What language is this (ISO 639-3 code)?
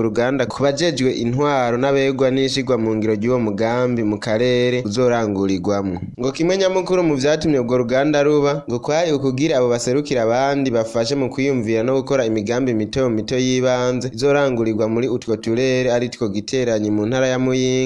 run